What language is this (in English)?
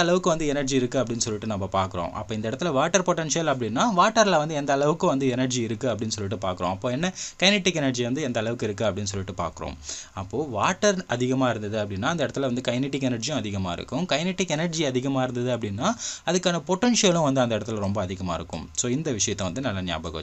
Tamil